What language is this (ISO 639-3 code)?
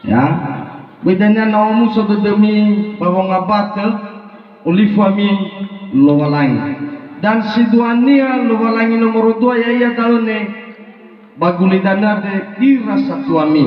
nia